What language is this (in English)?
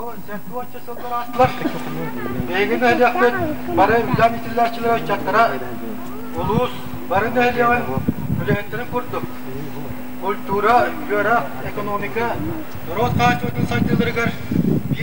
Yakut